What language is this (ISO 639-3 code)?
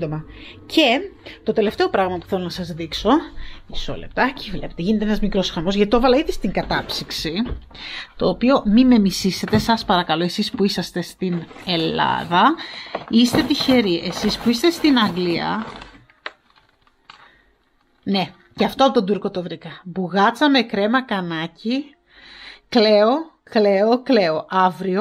ell